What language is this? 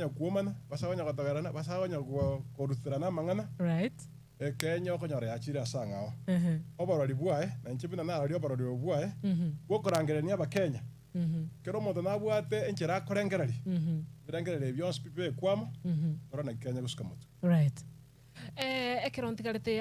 Gusii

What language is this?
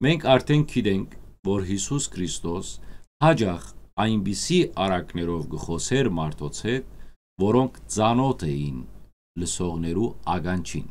Western Armenian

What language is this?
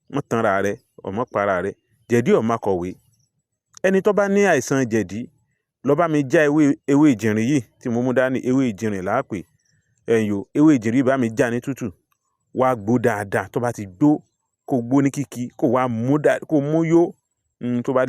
Yoruba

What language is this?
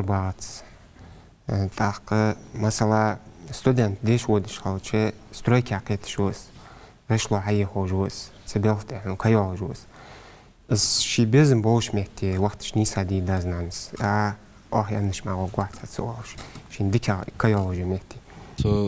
Ingush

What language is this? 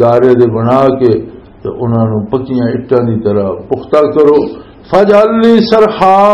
Western Panjabi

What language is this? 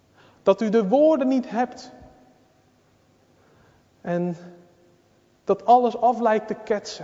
Dutch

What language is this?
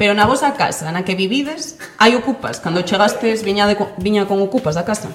Galician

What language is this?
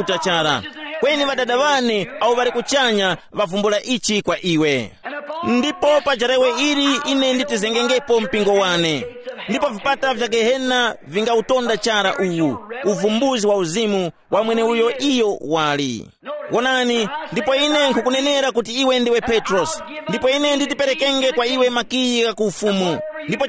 Tumbuka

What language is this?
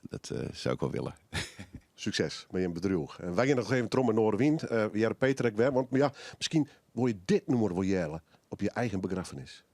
Western Frisian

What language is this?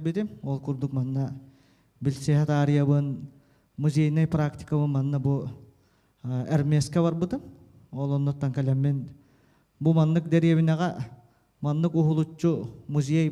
Yakut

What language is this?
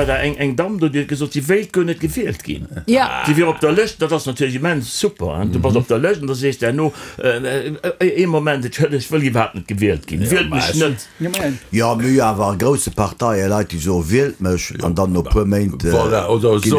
Luxembourgish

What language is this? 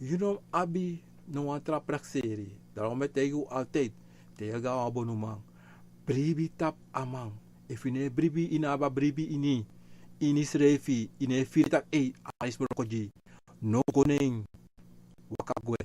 Sranan Tongo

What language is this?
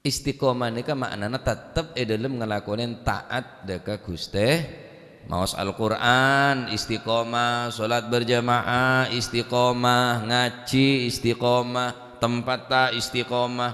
Madurese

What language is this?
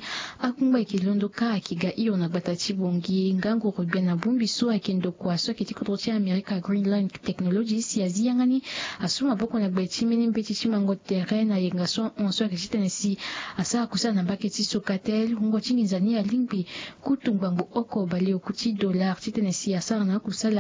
Sango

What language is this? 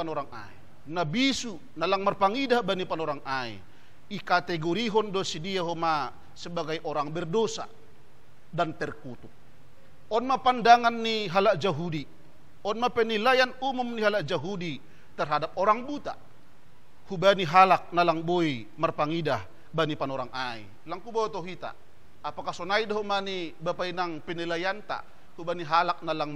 Batak Simalungun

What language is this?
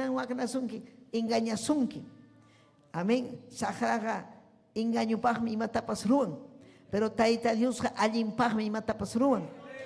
Ayacucho Quechua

